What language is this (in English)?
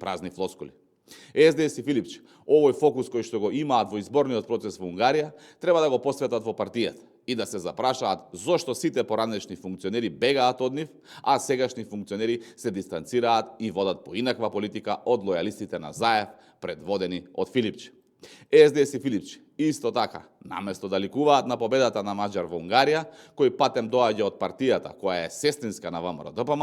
Macedonian